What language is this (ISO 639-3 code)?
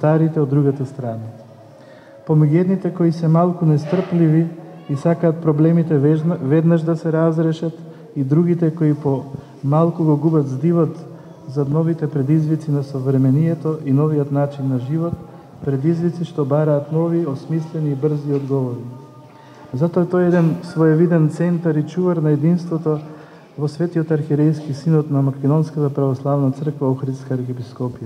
mkd